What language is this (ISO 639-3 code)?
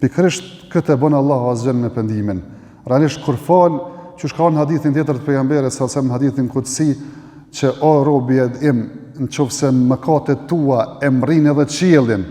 sqi